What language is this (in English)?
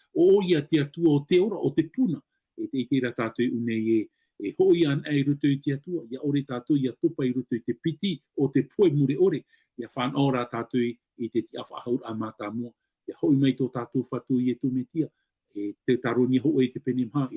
Tahitian